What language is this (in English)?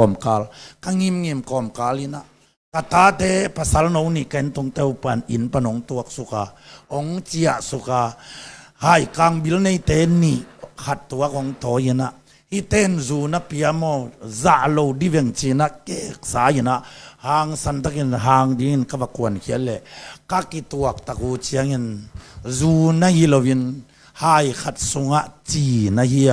Tedim Chin